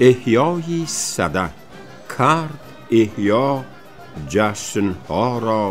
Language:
Tajik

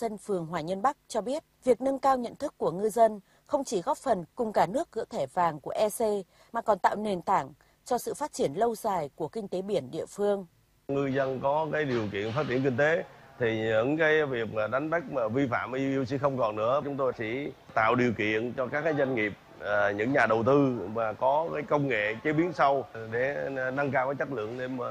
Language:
Vietnamese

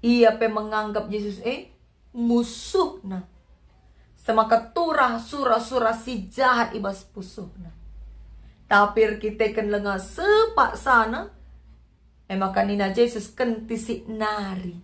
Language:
Batak Karo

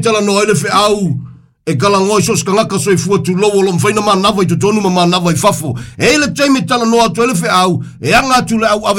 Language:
Samoan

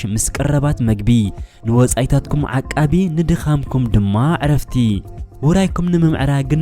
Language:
Tigrinya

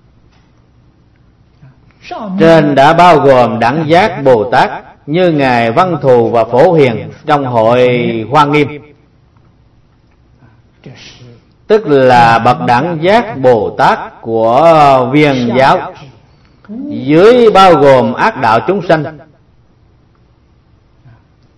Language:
Vietnamese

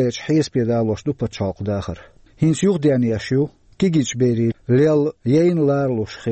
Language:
Chechen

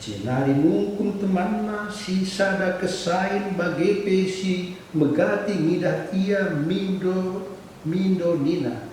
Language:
Batak Karo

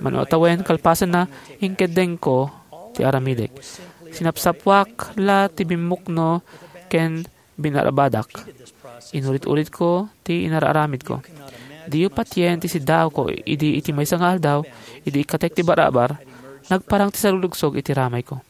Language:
Iloko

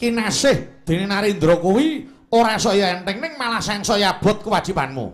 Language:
Javanese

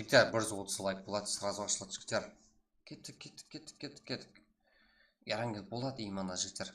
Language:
Kara-Kalpak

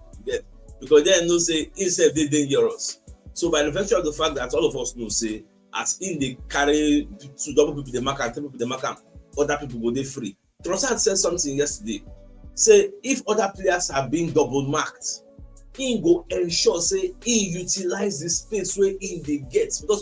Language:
Nigerian Pidgin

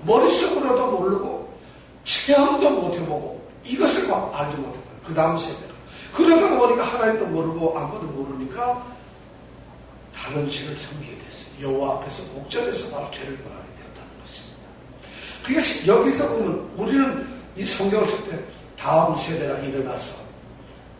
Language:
Korean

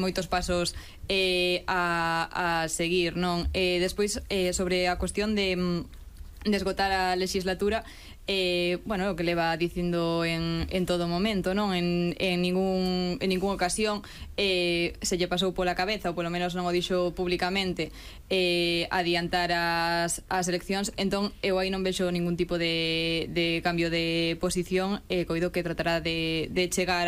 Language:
Galician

